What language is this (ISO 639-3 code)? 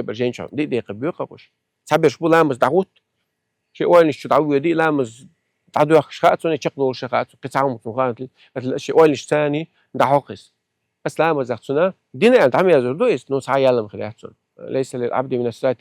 che